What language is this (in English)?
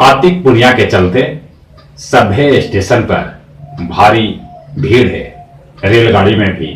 Magahi